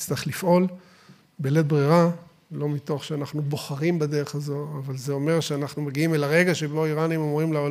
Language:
Hebrew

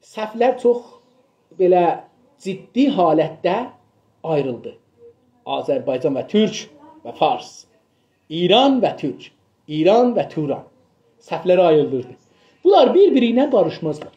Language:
South Azerbaijani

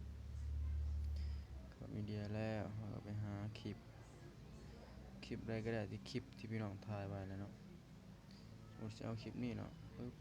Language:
Lao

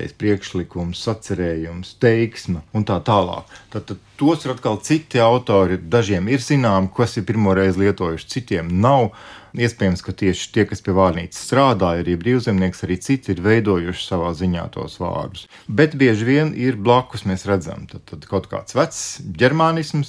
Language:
Latvian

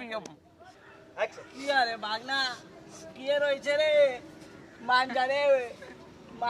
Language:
Maithili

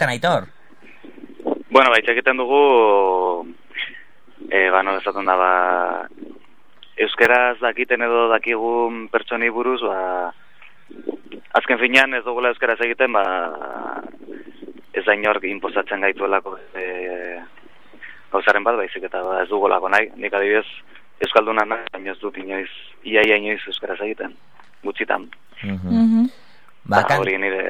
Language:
Basque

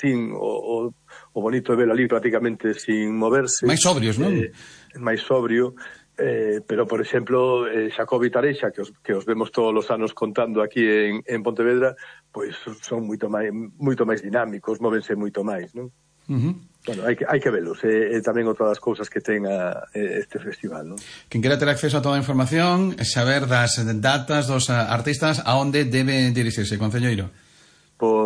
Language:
Galician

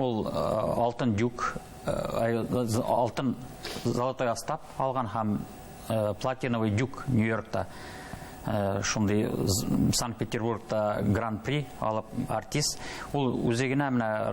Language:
Bashkir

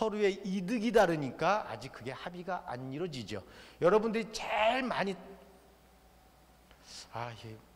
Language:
Korean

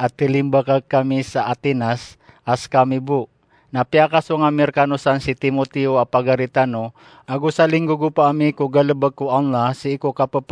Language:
Maranao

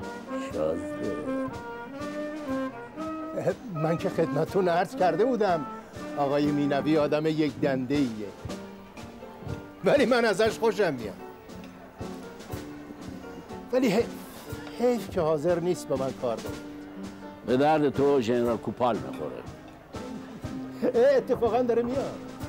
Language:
Persian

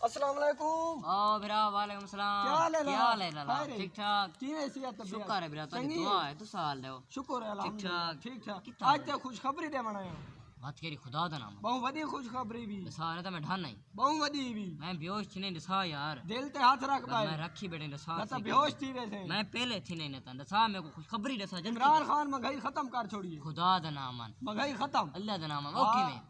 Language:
Saraiki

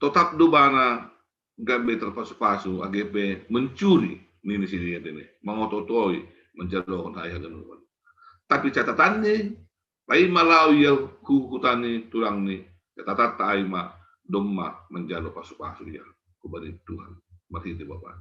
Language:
Batak Simalungun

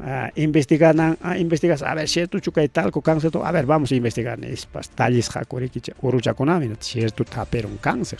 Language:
Ayacucho Quechua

